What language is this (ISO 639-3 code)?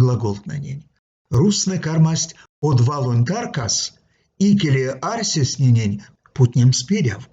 myv